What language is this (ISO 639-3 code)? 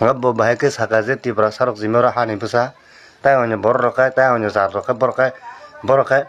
trp